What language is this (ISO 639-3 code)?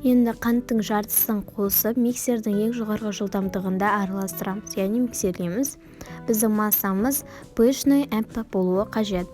kaz